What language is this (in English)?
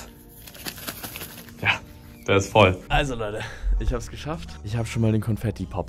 German